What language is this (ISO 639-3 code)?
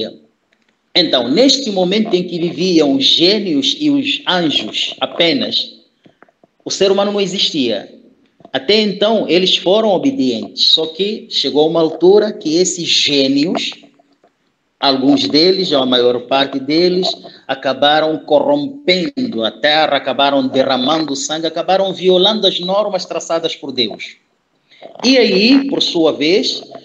por